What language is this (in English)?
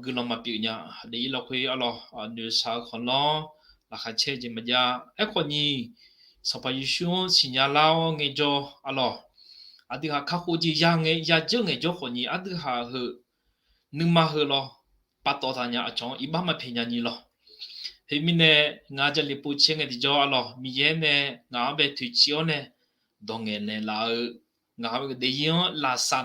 Akha